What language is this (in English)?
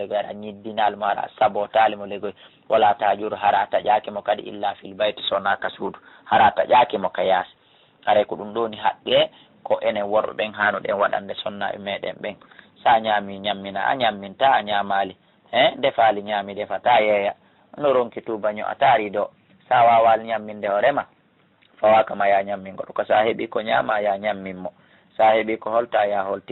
Fula